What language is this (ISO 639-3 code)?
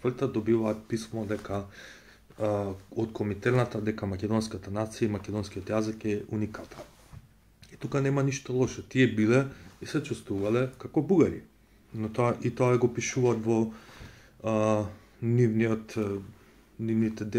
mkd